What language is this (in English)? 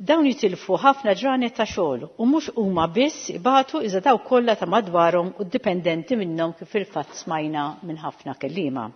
Maltese